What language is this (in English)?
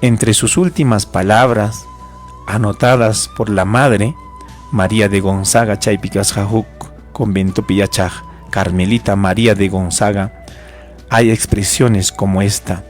Ayacucho Quechua